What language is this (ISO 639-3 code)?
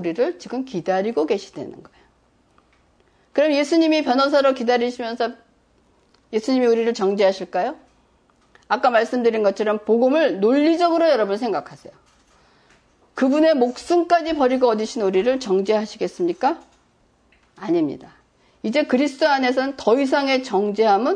kor